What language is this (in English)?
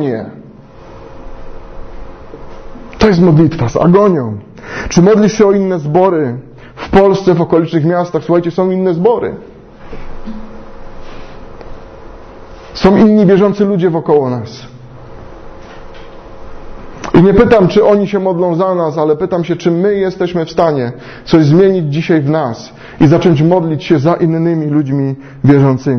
Polish